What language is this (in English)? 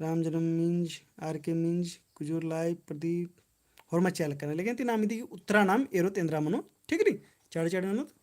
Kurukh